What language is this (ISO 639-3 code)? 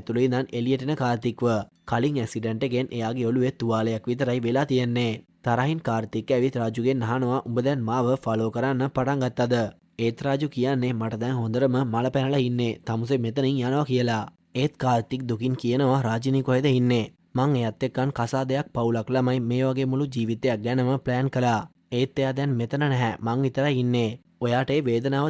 sin